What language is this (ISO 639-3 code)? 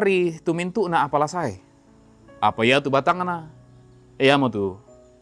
sda